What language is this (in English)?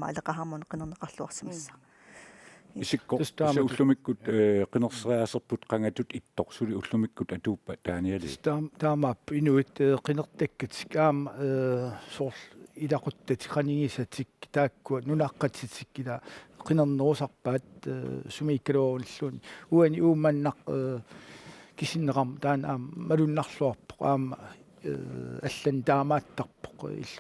Kalaallisut